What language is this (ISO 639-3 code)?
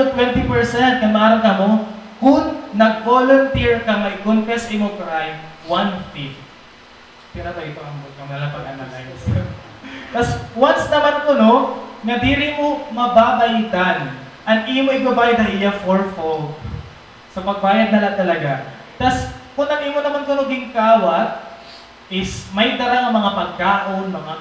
war